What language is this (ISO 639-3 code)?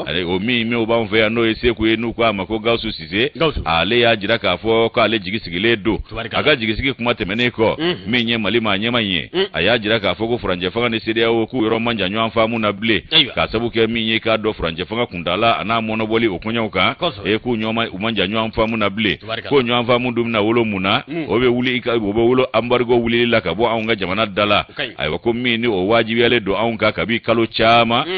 bam